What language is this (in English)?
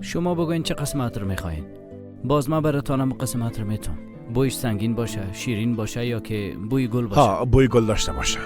Persian